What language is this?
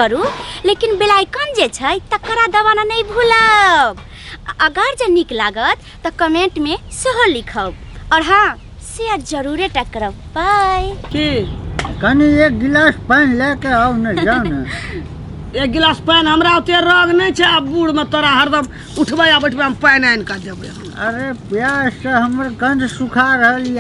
Maithili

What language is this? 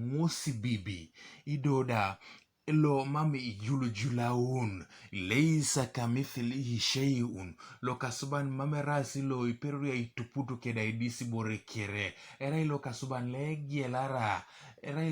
Teso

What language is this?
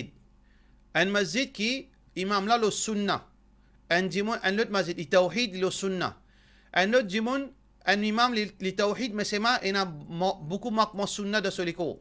Morisyen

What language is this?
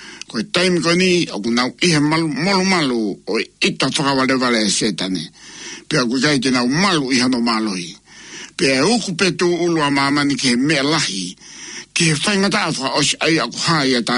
Tongan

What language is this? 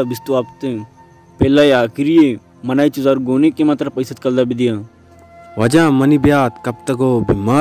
Baluchi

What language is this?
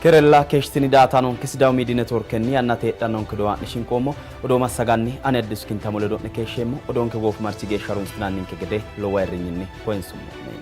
Sidamo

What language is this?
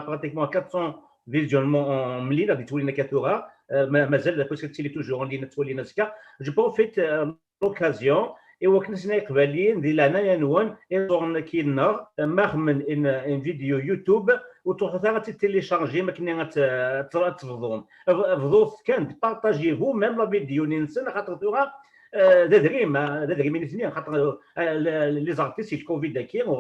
Kabyle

